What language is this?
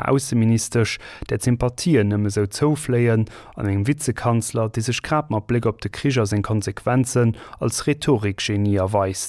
Luxembourgish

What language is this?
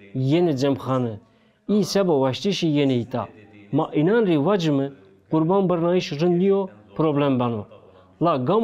Zaza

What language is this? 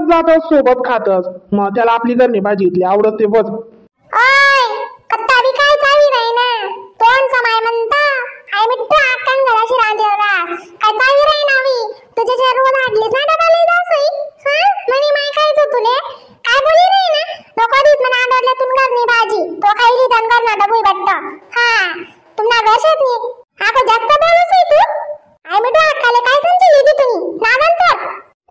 Khandesi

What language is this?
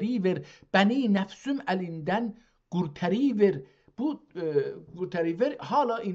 South Azerbaijani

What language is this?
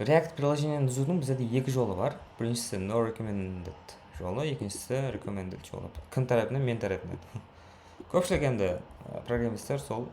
Kara-Kalpak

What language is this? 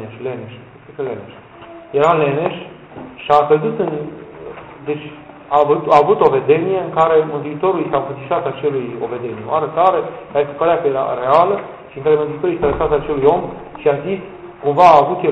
Romanian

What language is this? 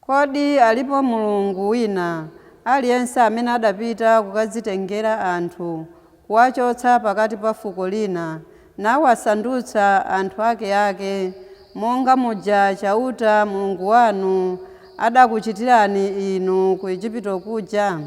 Nyanja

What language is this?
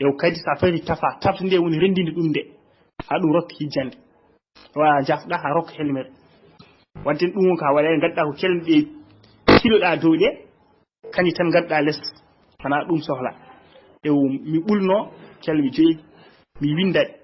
Fula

